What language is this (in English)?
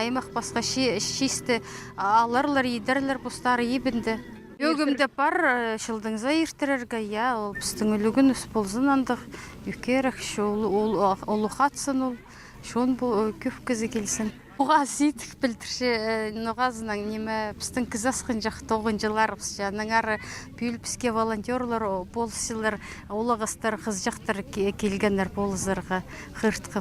Khakas